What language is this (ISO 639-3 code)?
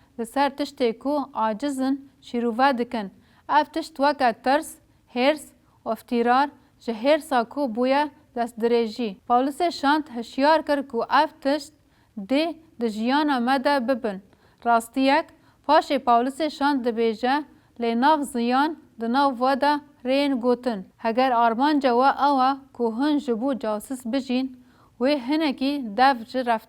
kur